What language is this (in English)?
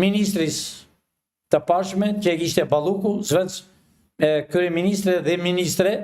Albanian